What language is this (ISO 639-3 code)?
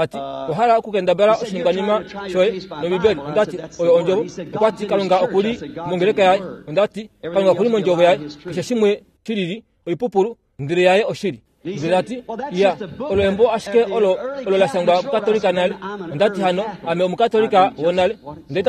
kua